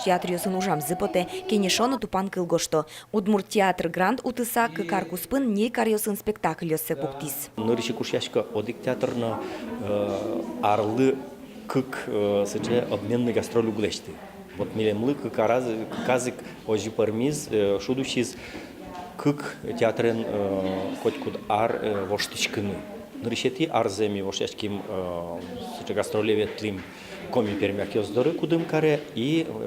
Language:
Udmurt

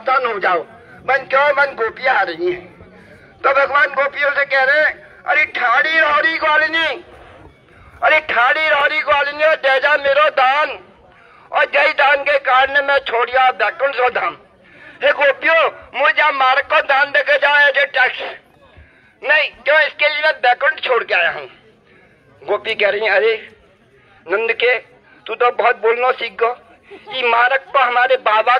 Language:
Hindi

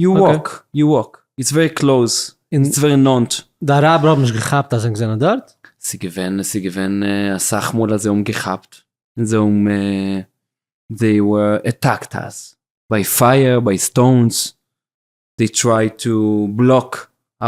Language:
Yiddish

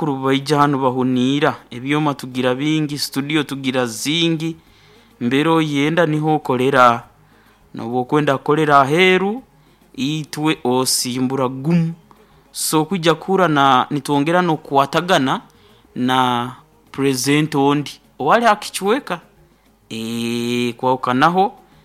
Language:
Nyoro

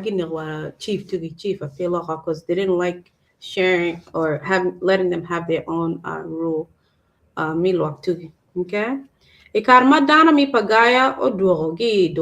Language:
Acoli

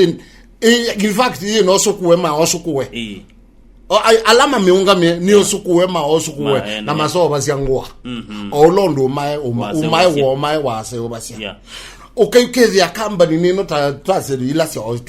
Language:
Kamba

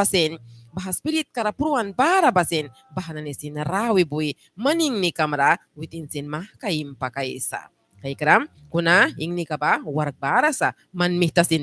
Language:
Mískito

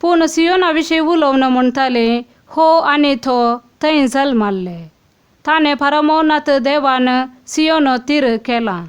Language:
Konkani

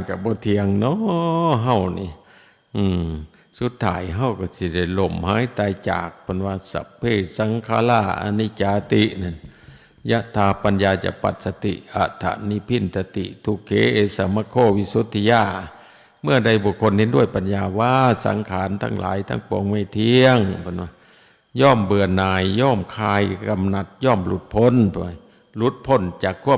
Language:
Northeastern Thai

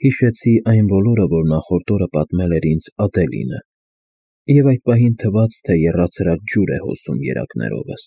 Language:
Armenian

